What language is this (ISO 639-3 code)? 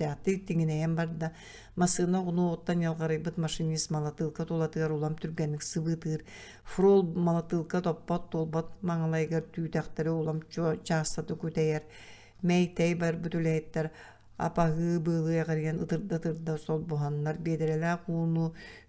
sah